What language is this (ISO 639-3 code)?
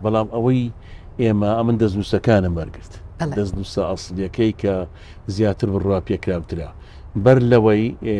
ckb